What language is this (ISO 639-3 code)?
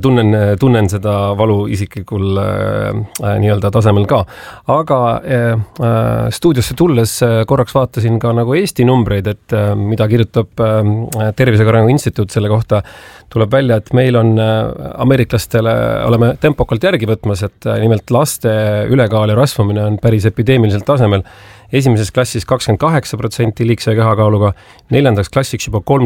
est